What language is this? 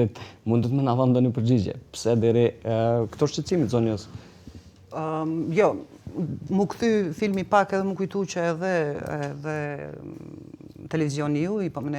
Albanian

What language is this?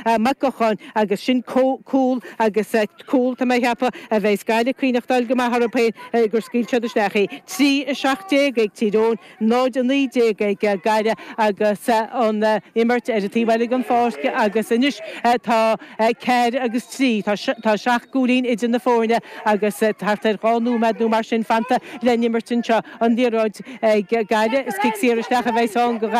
Irish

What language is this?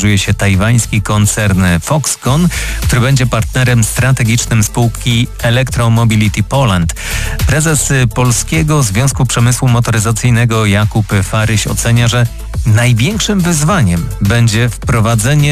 Polish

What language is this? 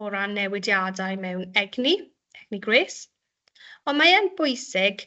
Welsh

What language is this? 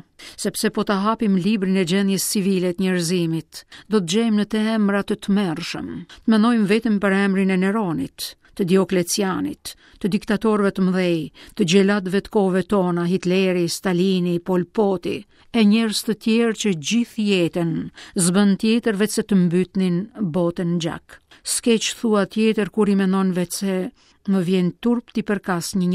Albanian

